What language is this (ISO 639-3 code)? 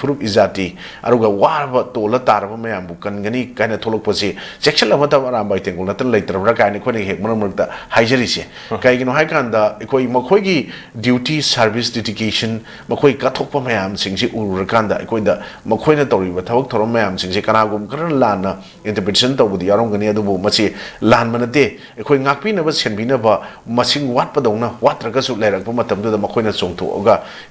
mni